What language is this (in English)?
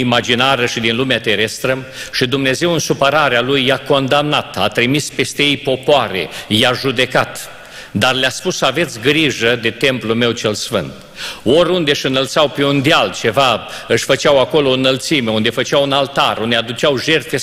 Romanian